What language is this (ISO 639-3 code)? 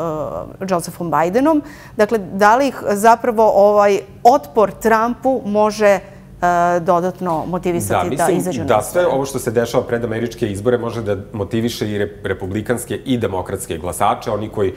srp